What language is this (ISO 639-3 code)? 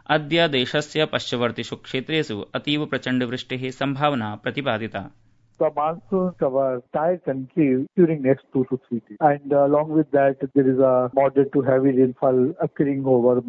san